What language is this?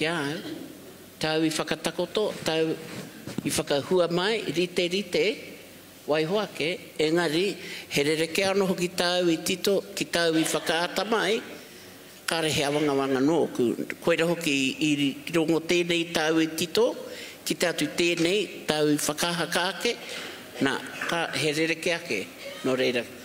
Māori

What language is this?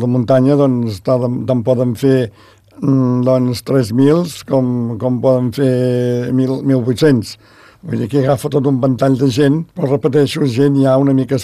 Catalan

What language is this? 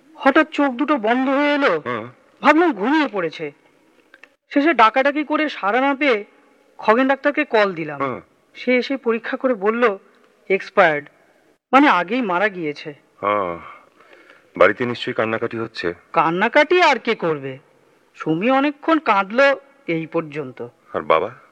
Bangla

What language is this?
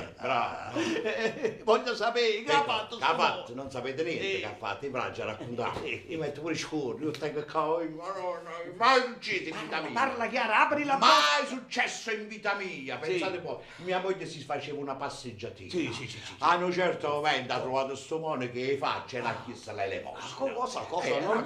Neapolitan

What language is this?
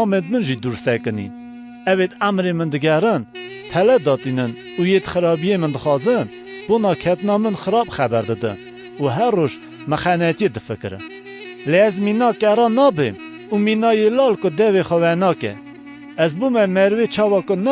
Kurdish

